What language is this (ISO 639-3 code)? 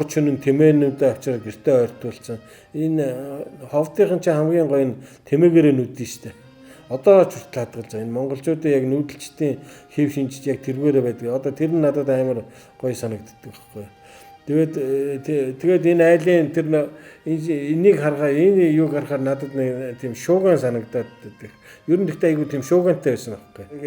mon